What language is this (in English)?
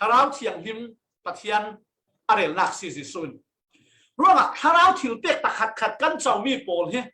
Falam Chin